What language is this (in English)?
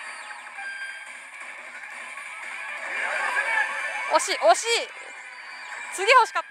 Japanese